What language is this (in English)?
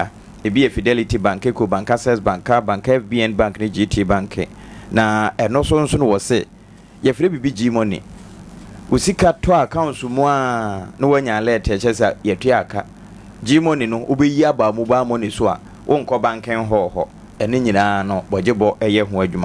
Akan